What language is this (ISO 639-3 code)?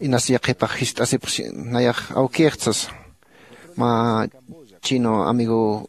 aym